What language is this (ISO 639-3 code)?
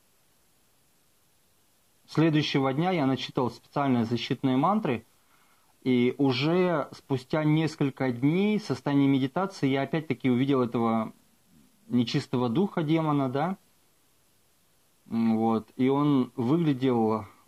rus